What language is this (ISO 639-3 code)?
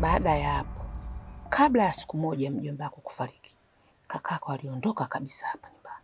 swa